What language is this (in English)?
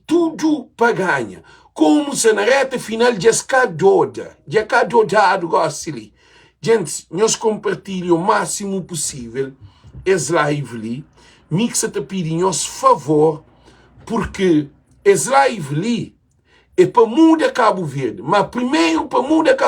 Kabuverdianu